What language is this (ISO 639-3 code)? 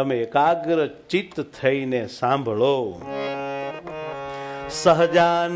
guj